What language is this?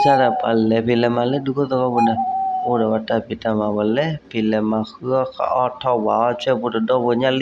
S'gaw Karen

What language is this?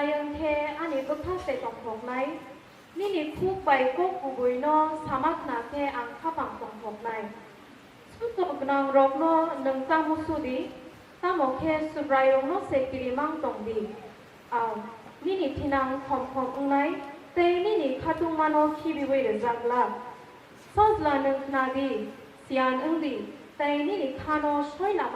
Kok Borok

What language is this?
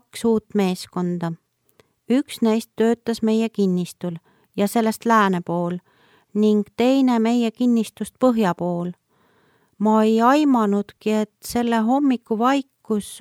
Estonian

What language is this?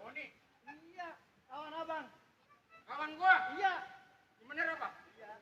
Betawi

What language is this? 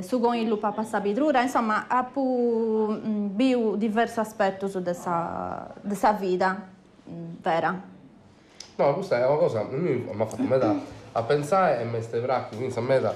Sardinian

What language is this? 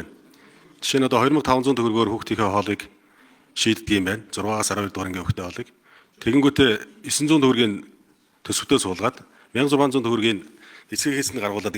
Mongolian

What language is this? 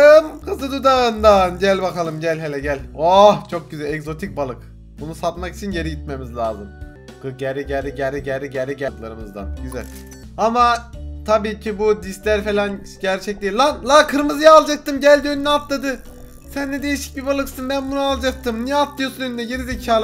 Turkish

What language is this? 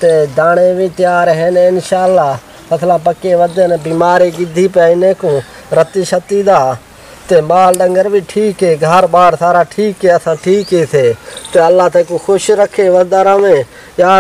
Saraiki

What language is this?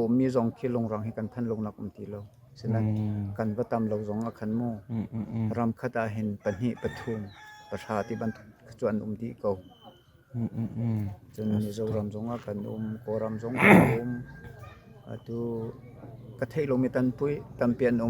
Hakha Chin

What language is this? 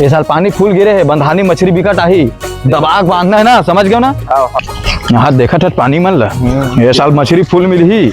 Chhattisgarhi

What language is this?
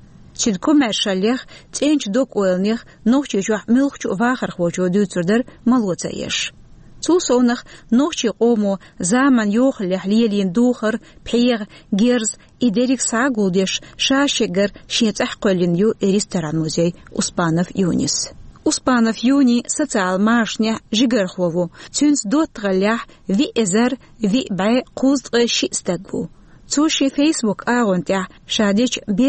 Chechen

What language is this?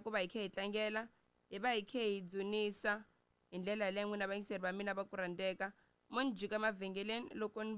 Tsonga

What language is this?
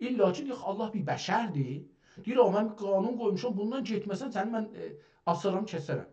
South Azerbaijani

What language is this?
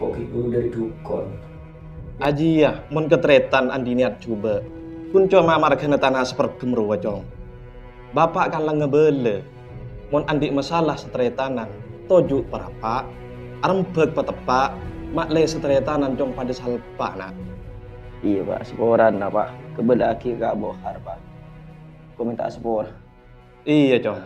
Madurese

